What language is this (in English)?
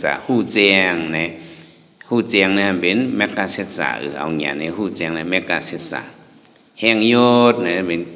Shan